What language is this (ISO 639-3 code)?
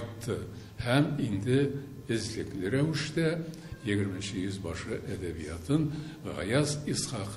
tat